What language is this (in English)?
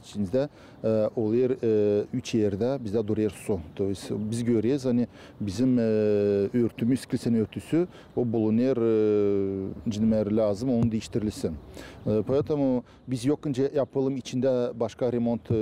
Gagauz